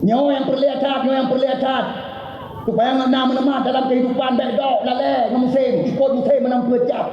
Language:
Achinese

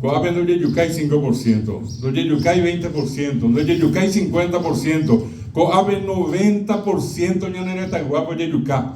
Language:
Guarani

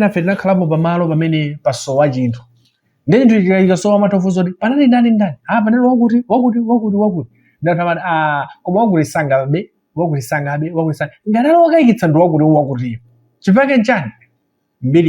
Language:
Nyanja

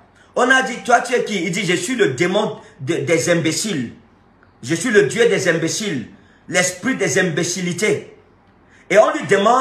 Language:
French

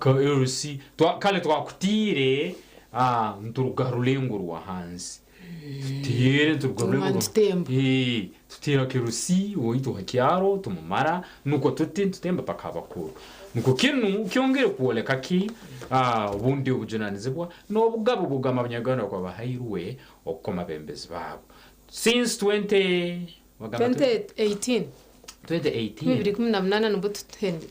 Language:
Nyankole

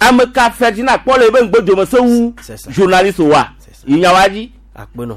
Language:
Gen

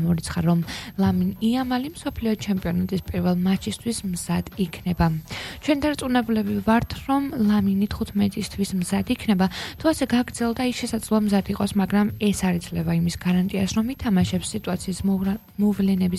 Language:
Georgian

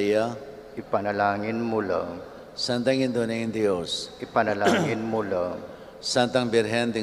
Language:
Pampanga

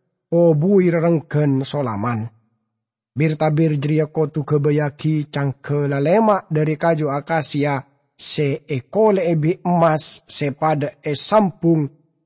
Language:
Madurese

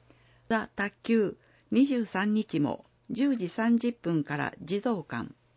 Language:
Japanese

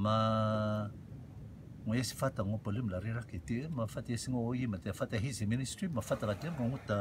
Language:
Rotuman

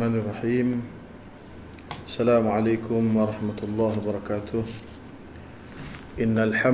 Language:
Malay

